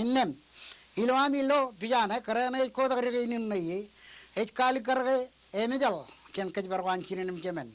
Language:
Marshallese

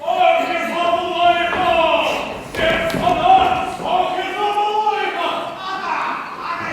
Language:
Chuvash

